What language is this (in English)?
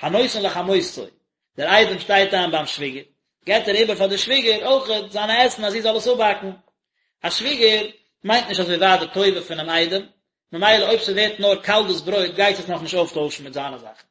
Yiddish